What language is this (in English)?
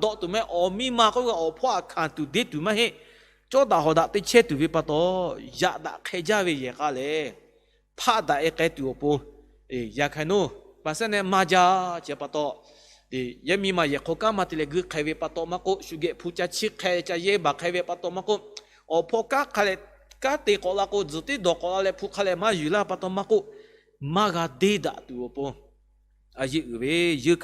Lahu